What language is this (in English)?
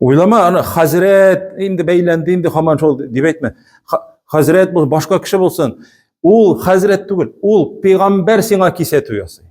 Tatar